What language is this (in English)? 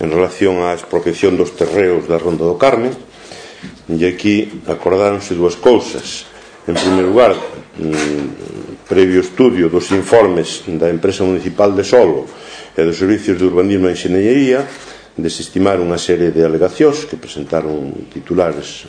Galician